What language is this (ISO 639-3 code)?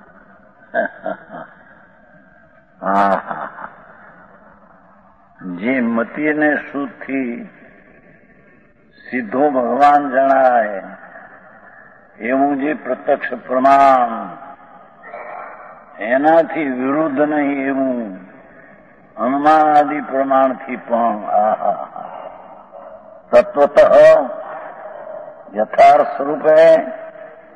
guj